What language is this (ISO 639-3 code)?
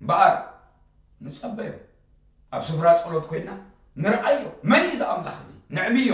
tir